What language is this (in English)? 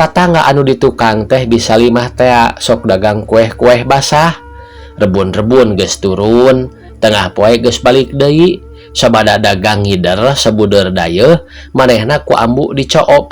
Sundanese